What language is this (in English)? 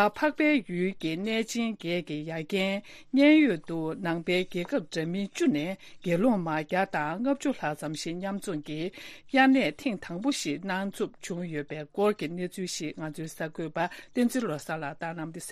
Tibetan